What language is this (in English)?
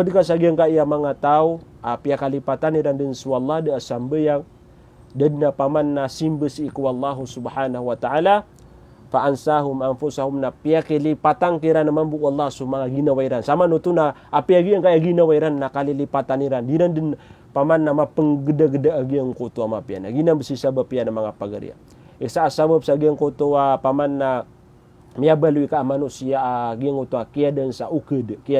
Maranao